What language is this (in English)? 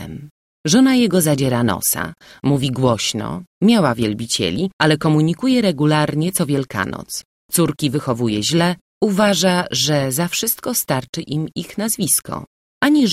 Polish